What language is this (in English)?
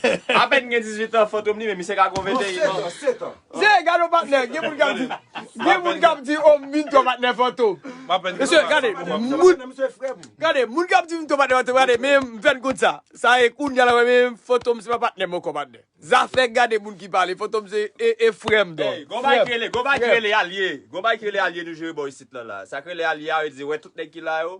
Haitian Creole